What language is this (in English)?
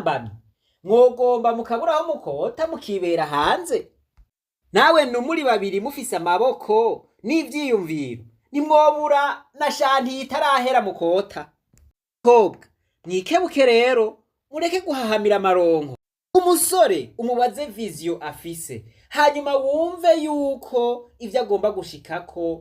Rundi